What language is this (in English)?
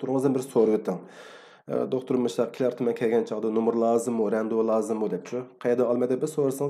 Uyghur